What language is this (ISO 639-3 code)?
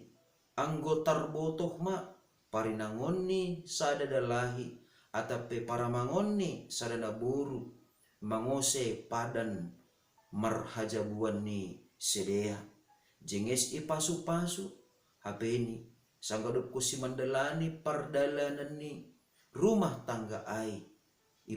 bts